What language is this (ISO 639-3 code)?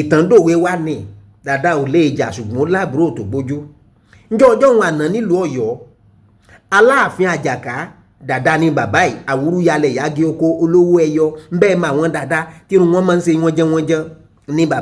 yor